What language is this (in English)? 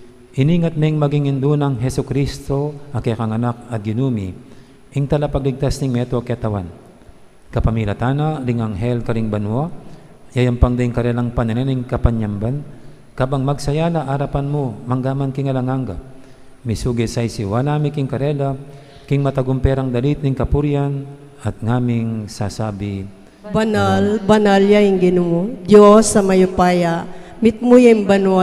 Pampanga